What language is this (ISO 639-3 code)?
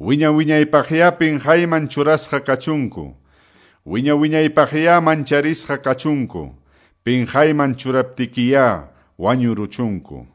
que